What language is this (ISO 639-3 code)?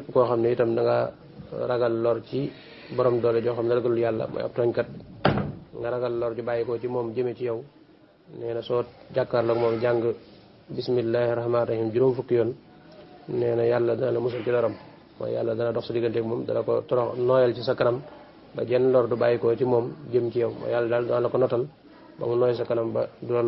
wol